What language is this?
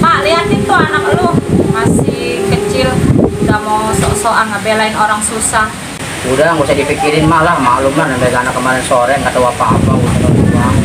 Betawi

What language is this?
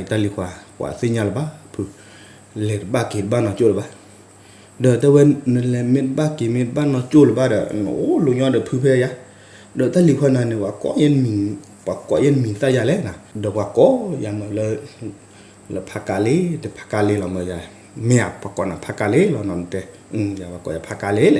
S'gaw Karen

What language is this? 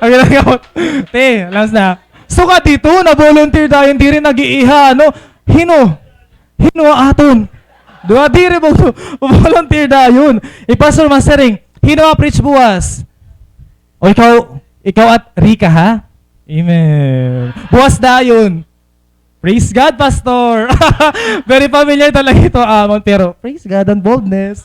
Waray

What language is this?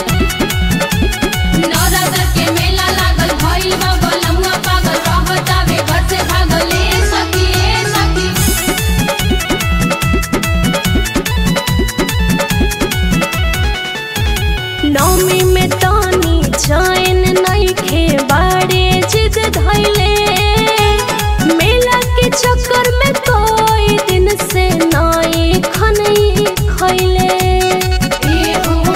Bhojpuri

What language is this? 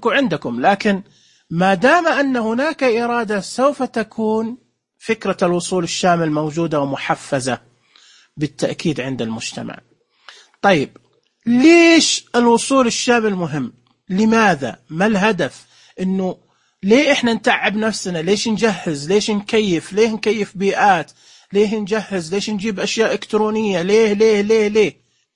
Najdi Arabic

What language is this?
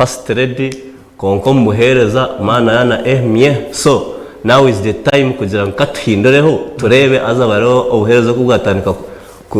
Nyankole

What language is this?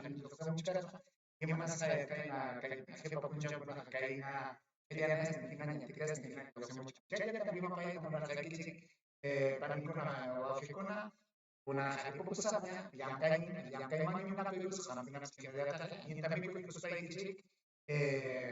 Ayacucho Quechua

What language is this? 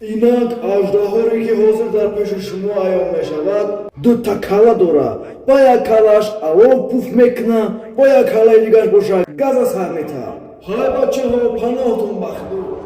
Tajik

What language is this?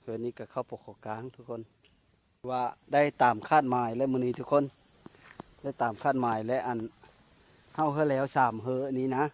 Lao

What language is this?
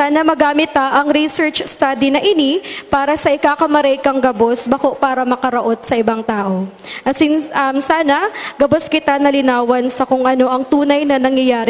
Bikol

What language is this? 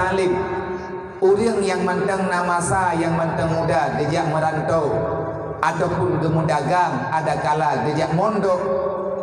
Achinese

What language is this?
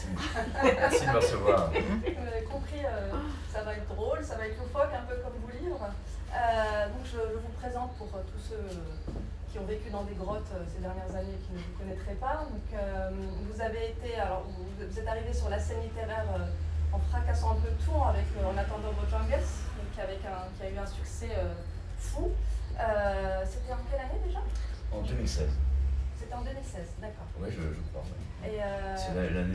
French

